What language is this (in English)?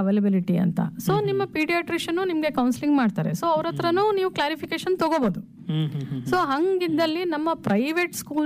Kannada